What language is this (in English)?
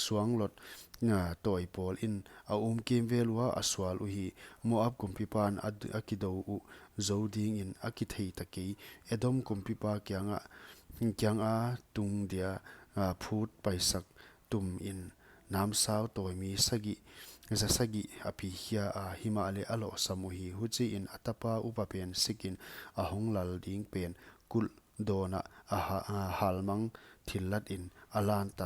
Paite Chin